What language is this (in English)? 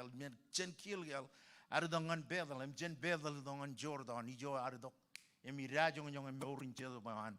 Marshallese